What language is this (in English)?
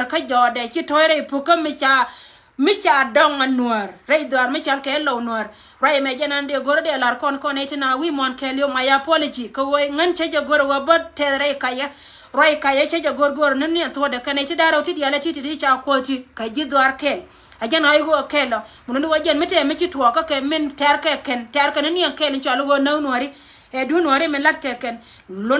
Nuer